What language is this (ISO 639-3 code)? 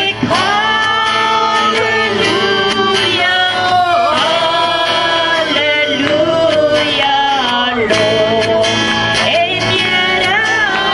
afr